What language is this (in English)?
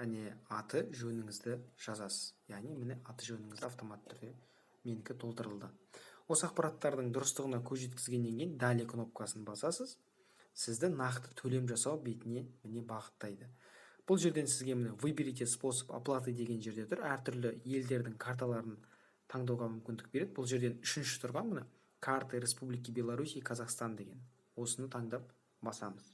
Kazakh